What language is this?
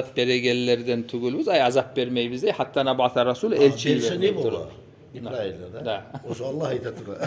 Kumyk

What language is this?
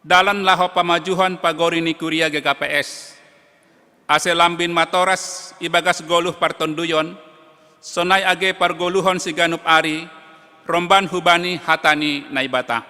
Batak Simalungun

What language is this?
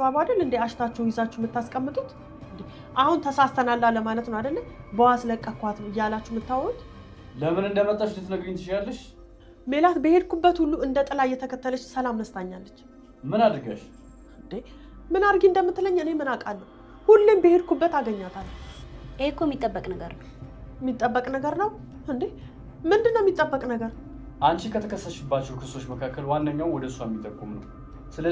Amharic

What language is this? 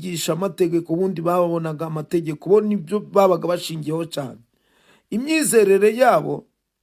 Kinyarwanda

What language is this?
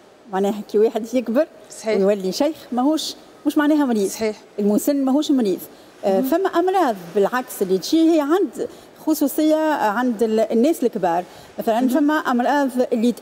Tunisian Arabic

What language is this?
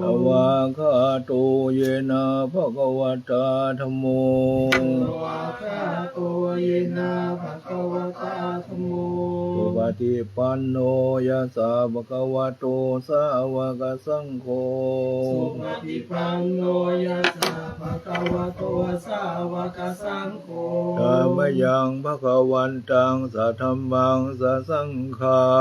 Pali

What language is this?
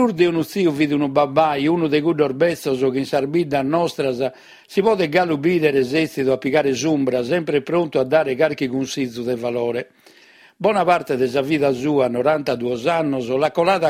Sardinian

